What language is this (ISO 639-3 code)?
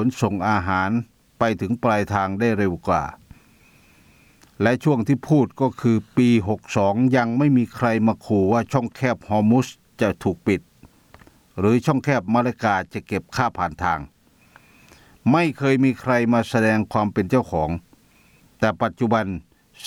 tha